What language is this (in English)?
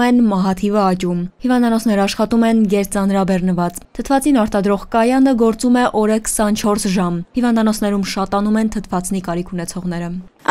Armenian